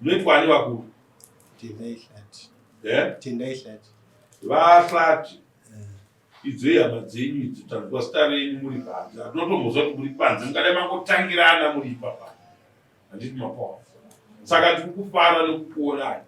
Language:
Shona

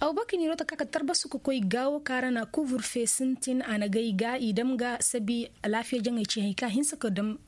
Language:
Koyraboro Senni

